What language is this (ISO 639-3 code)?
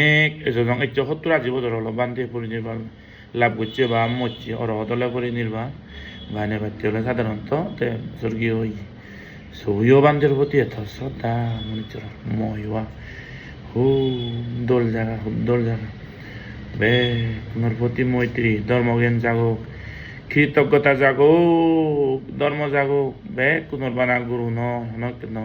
ccp